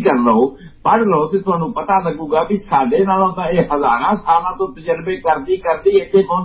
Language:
Punjabi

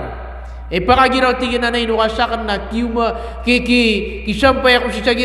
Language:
Maranao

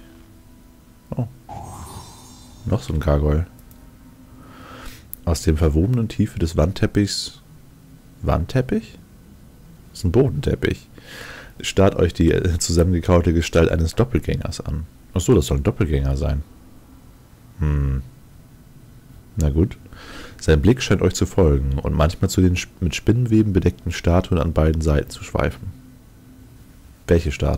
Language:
German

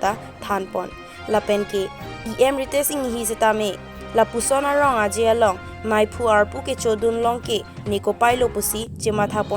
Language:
Karbi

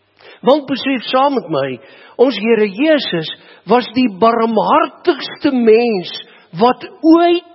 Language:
Afrikaans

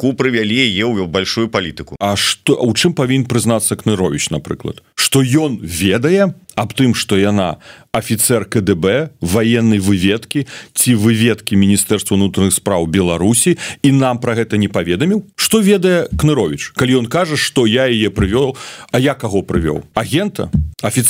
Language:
Belarusian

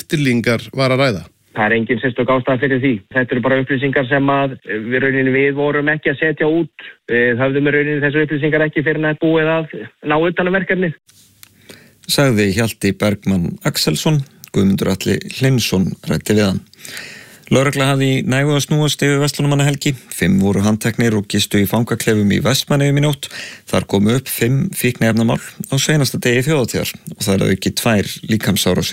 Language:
Icelandic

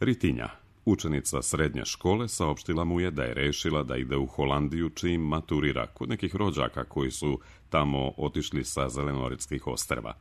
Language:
Serbian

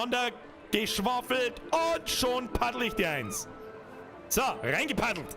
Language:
Bavarian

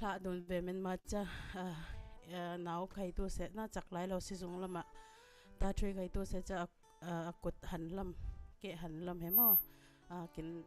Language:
Falam Chin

